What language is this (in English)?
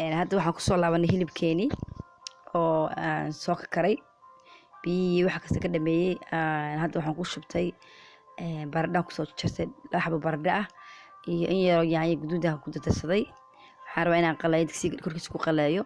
Somali